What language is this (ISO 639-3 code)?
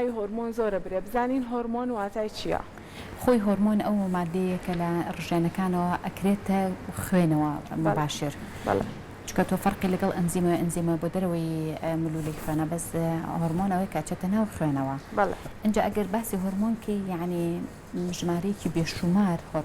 ckb